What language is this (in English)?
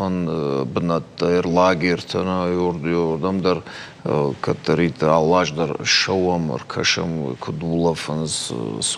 Ossetic